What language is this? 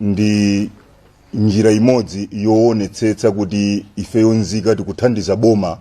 Nyanja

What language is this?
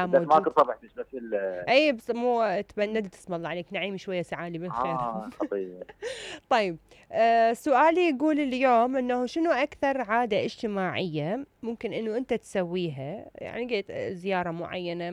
Mesopotamian Arabic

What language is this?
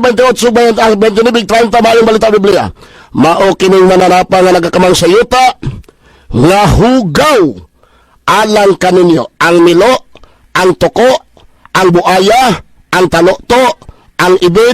Cebuano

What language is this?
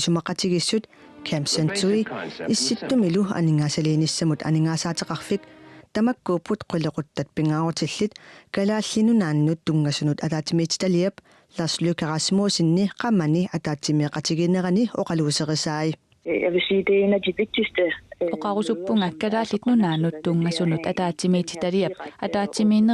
Kalaallisut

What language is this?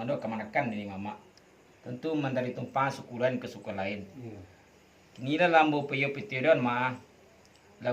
Minangkabau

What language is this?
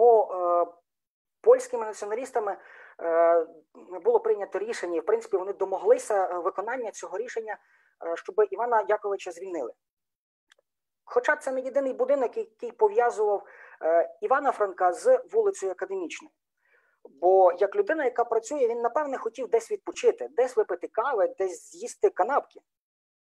Ukrainian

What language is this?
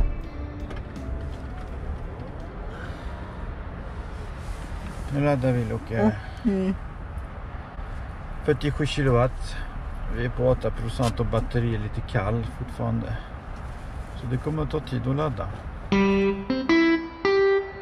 Swedish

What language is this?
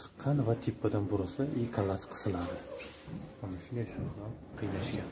Uzbek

